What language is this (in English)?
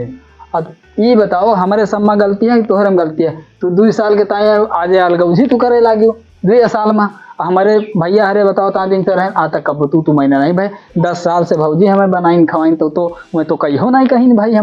Awadhi